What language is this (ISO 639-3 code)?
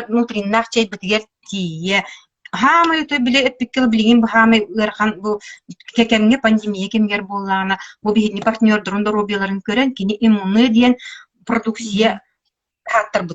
sah